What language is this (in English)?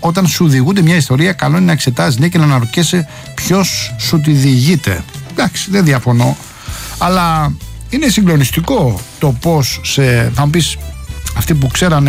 Greek